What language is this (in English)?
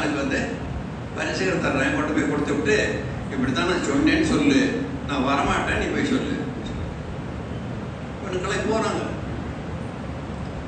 Tamil